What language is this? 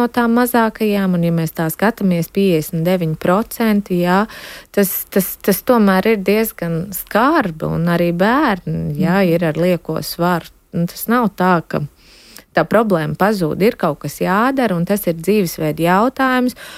Latvian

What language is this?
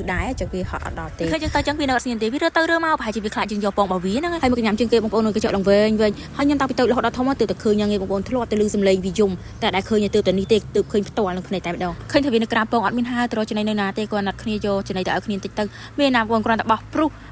Khmer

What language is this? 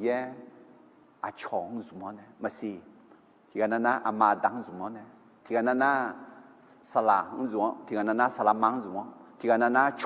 Akha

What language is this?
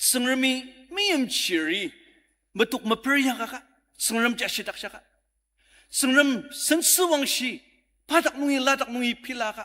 Ao Naga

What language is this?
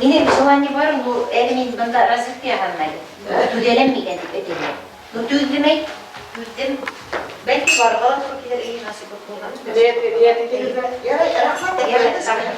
Bashkir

